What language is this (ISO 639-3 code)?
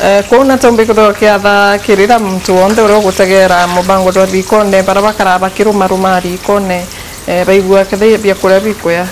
mer